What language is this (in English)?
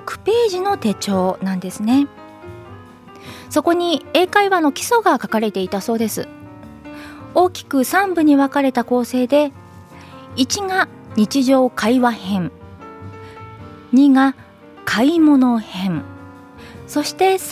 Japanese